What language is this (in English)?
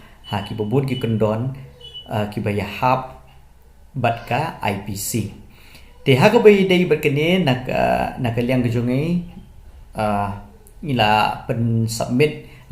Khasi